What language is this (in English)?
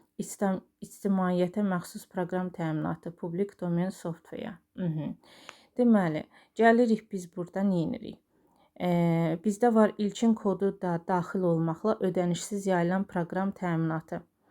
Azerbaijani